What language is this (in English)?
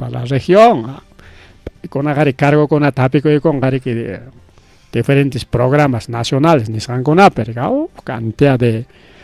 Ayacucho Quechua